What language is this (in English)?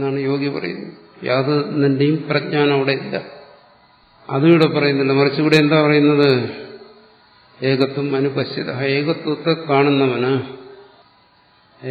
Malayalam